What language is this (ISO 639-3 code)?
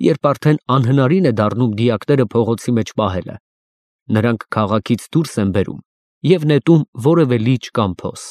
hye